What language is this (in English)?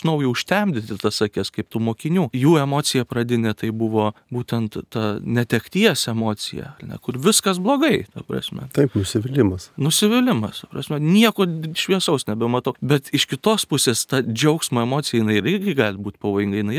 Lithuanian